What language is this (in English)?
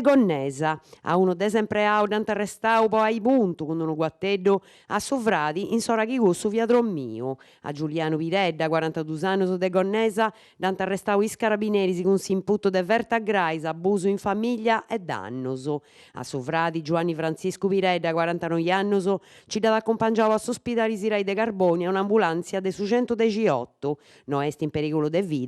Sardinian